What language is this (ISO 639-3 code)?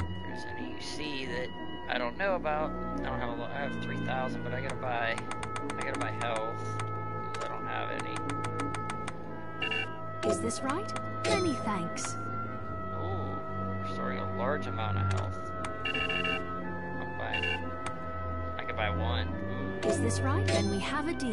eng